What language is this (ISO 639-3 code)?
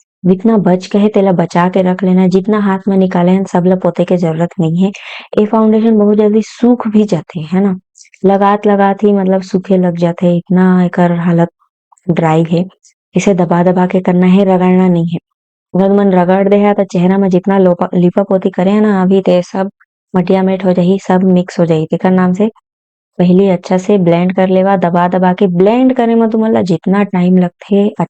hne